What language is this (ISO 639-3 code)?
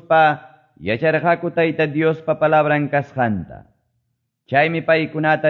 que